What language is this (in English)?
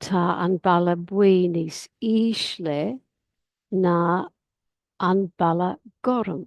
Irish